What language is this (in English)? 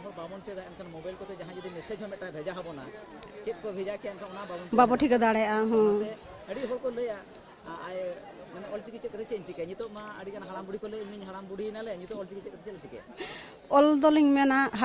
Santali